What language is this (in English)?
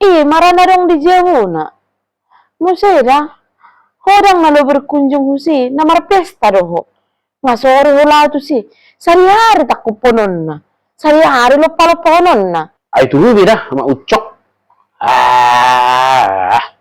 Batak Toba